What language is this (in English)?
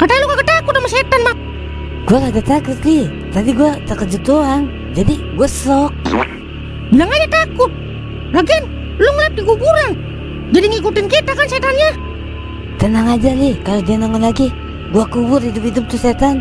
Betawi